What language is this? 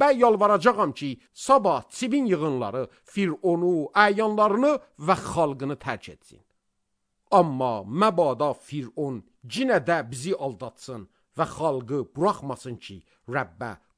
Azerbaijani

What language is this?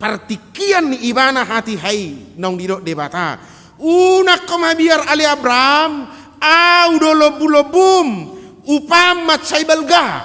Batak Toba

